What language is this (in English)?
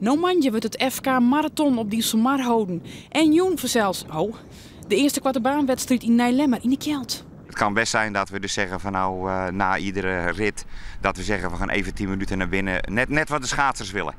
Western Frisian